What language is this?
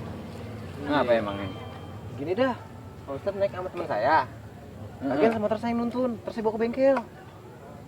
Betawi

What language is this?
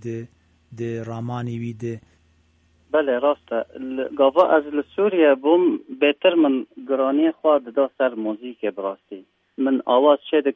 Kurdish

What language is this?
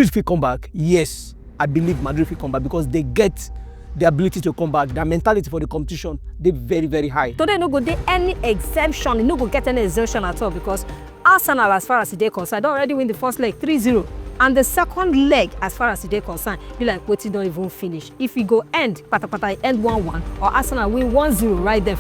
Nigerian Pidgin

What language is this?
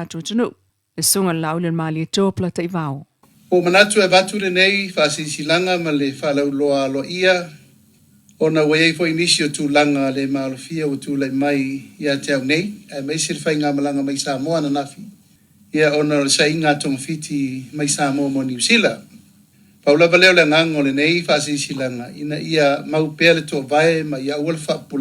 Samoan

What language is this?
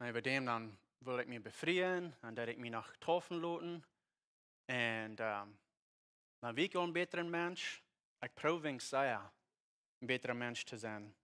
Plautdietsch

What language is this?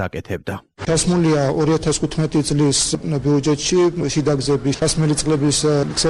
Georgian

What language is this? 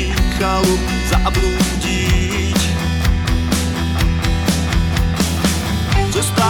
Slovak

